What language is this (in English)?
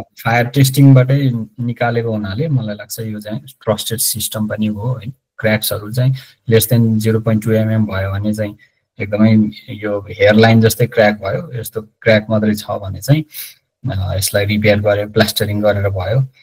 Nepali